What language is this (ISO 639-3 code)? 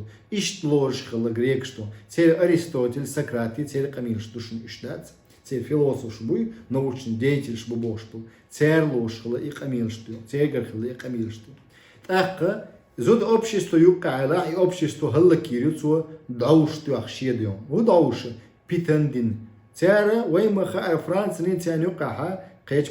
che